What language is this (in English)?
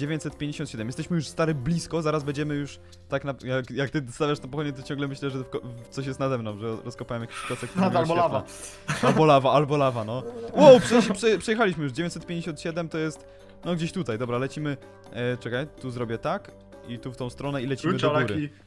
Polish